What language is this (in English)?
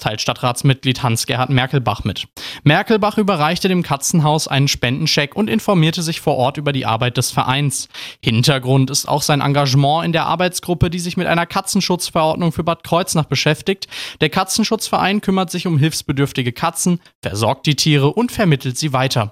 German